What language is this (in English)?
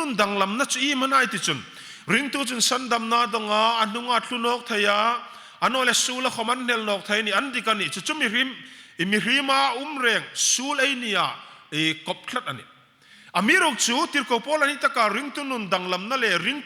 Hmar